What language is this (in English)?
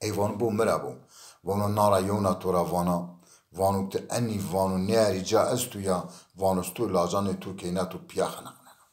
Zaza